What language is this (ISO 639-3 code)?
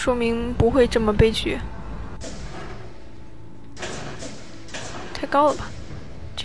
zho